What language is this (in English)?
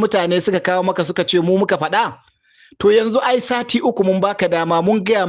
Hausa